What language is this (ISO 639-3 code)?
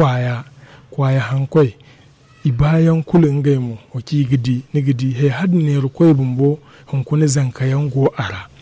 dje